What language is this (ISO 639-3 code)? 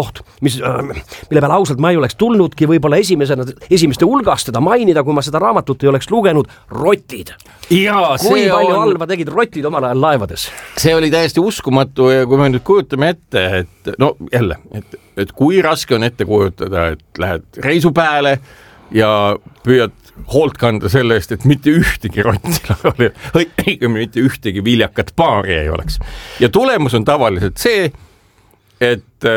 est